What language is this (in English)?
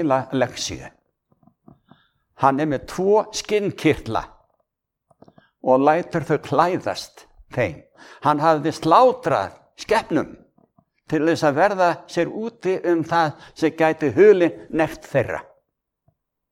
Icelandic